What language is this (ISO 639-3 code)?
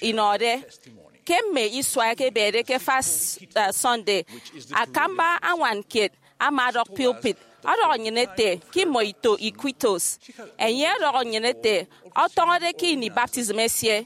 efi